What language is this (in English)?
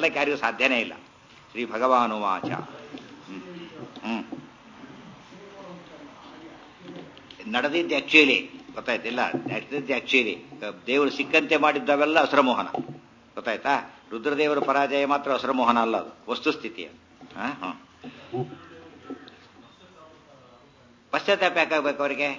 Kannada